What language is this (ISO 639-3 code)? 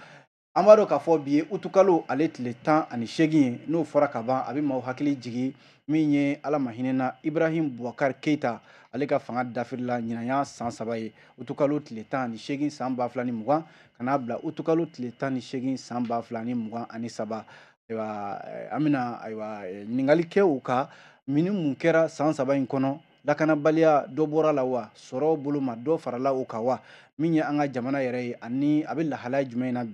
bam